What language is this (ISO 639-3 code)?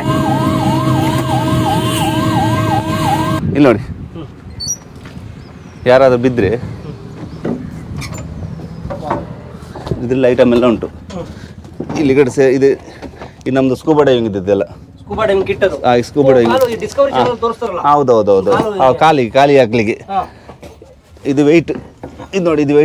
kan